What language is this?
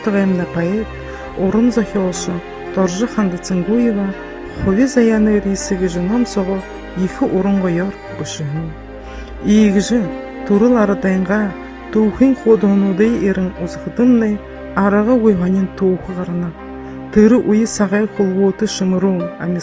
Buriat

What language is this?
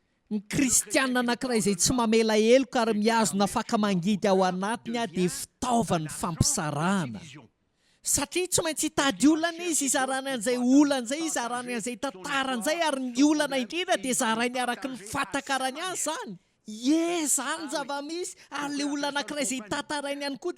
Malagasy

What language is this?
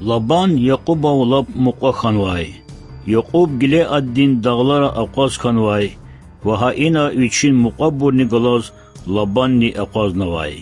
Lezghian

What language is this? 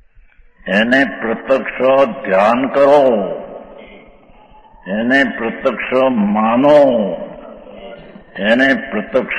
Gujarati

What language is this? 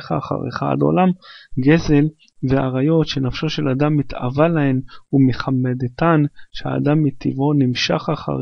Hebrew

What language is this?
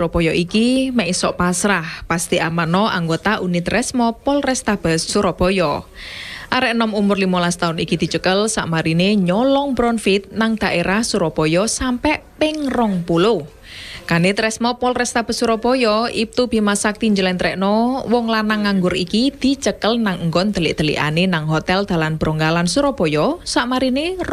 Javanese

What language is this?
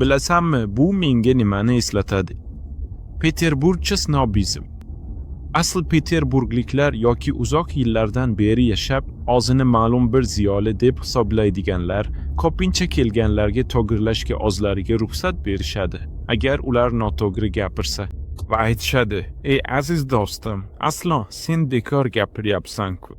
Uzbek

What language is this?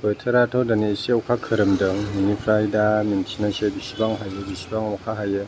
Bodo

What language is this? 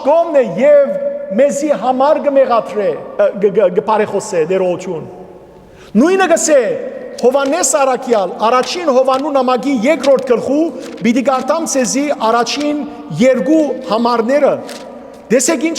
Western Armenian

